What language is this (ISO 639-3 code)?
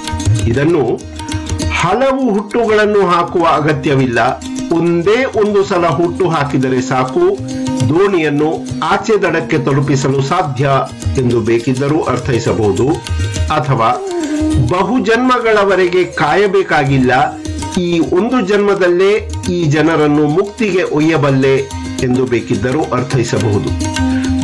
kan